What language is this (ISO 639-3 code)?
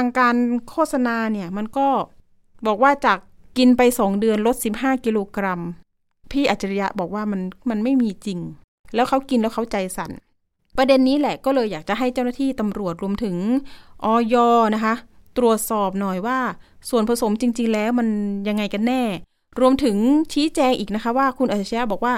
tha